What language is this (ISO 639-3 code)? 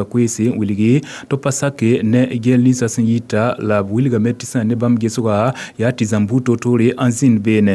mos